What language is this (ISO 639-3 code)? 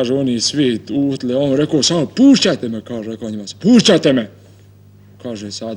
bos